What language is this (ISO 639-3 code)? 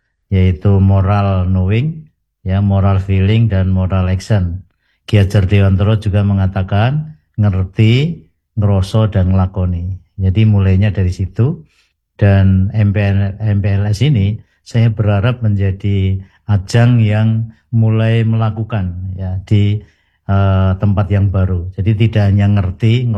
ind